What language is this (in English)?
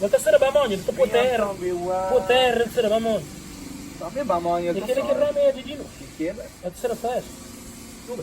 Kabuverdianu